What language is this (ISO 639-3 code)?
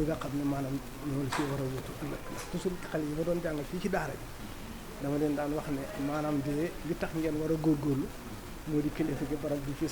wol